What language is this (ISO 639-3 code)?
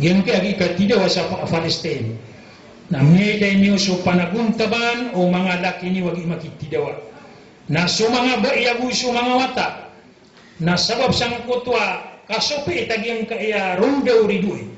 mrw